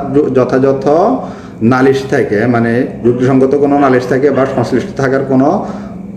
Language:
Bangla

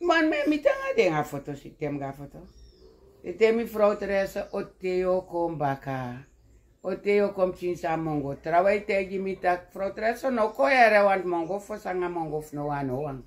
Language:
Sranan Tongo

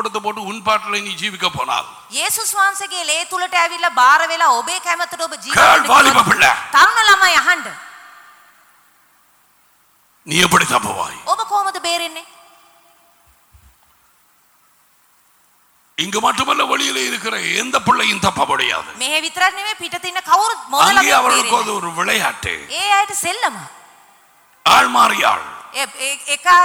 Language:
Tamil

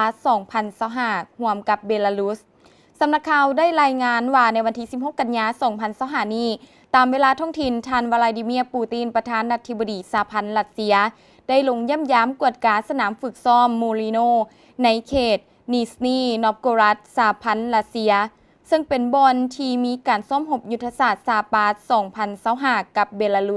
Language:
Lao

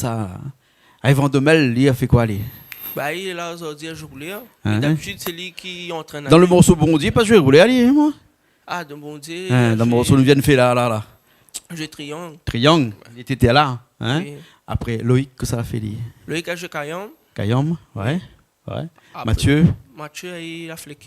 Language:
Réunion Creole French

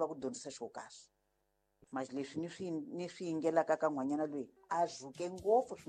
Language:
Tsonga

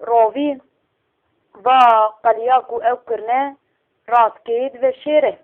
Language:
Kurdish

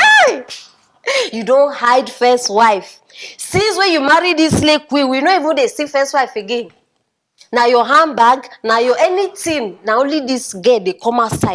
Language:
Nigerian Pidgin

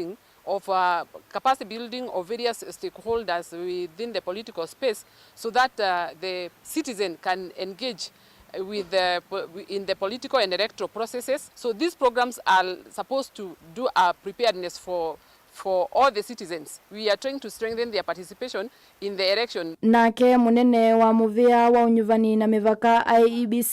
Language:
Kamba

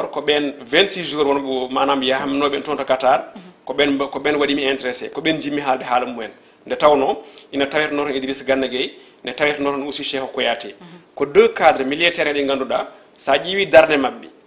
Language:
Fula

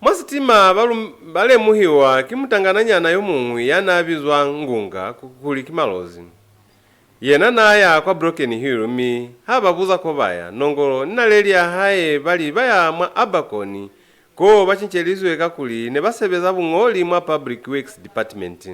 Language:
Lozi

